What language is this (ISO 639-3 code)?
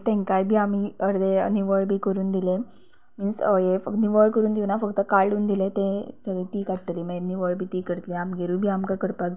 kok